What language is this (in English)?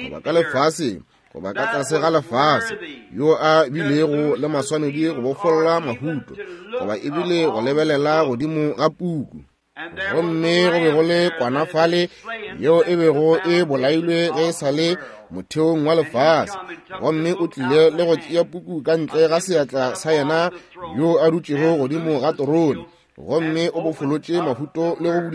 Northern Sotho